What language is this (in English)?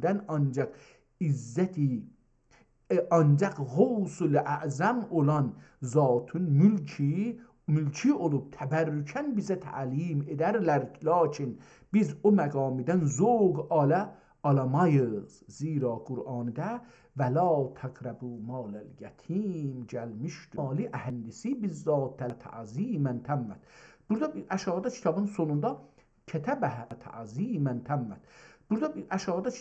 South Azerbaijani